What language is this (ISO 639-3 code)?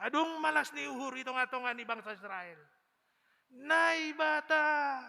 bts